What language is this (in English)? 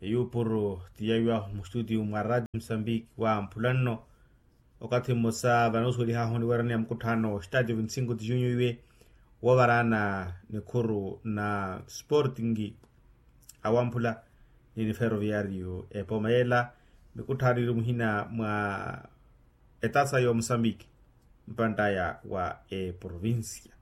Makhuwa